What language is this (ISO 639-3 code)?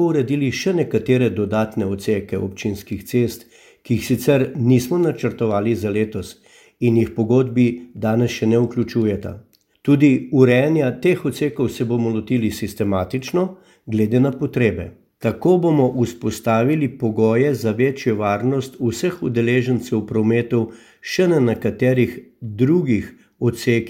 slv